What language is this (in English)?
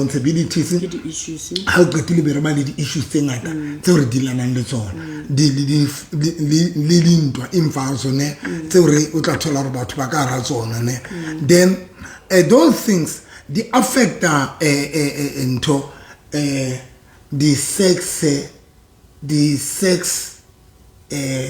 Southern Sotho